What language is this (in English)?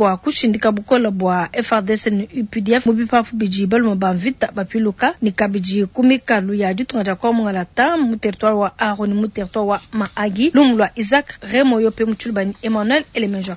Luba-Lulua